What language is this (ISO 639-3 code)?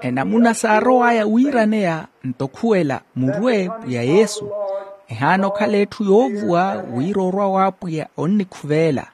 vmw